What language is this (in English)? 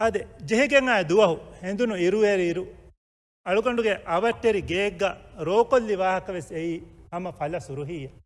Divehi